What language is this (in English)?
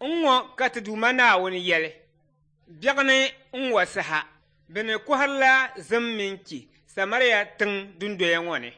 Dagbani